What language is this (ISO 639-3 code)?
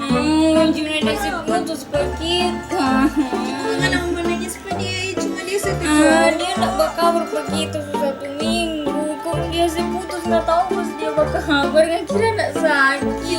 xmm